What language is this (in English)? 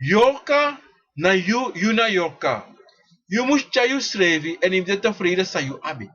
Sranan Tongo